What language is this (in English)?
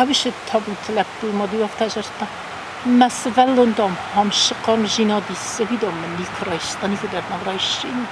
Ossetic